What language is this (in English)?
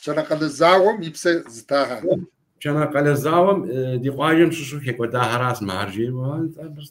Kabardian